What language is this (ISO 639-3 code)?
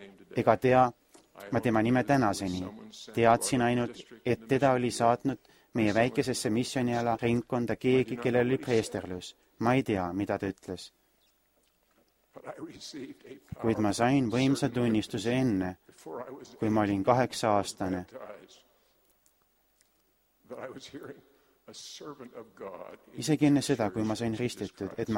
est